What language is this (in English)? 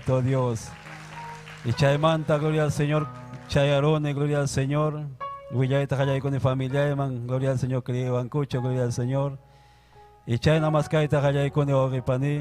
Ayacucho Quechua